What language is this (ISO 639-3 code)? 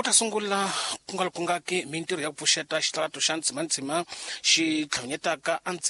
tso